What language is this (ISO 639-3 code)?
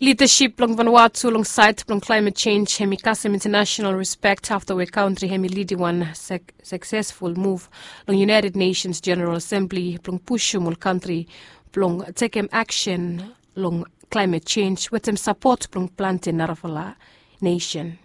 bis